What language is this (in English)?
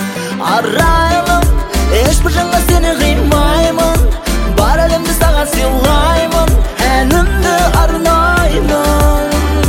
Kazakh